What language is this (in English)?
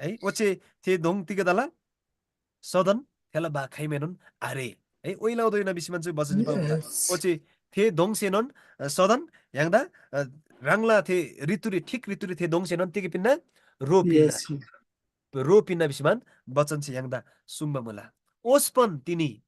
Eastern Tamang